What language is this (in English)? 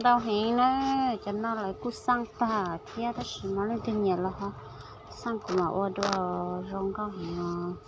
Hmong